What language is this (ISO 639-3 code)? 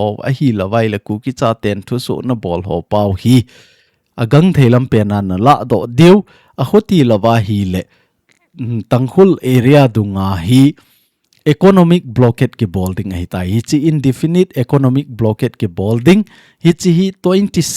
tcz